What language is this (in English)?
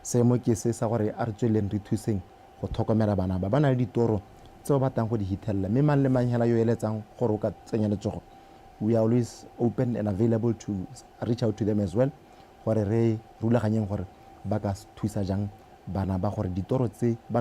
Tswana